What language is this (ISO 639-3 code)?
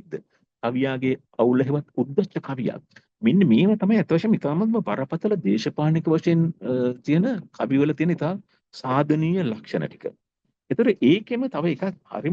sin